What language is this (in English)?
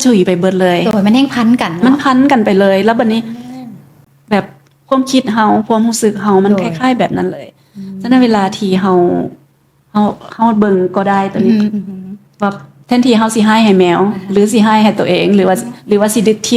Lao